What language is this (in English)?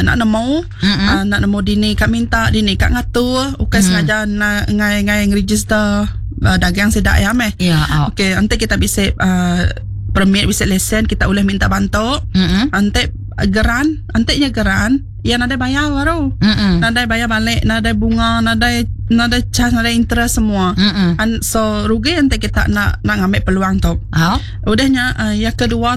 Iban